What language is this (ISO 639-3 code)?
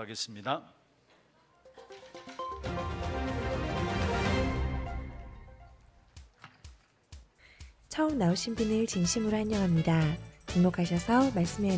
kor